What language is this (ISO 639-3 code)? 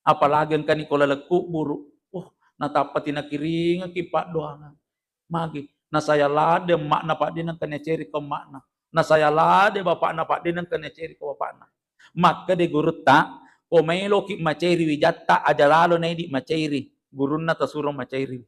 bug